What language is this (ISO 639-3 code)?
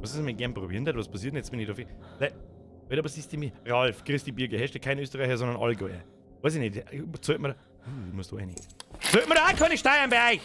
bar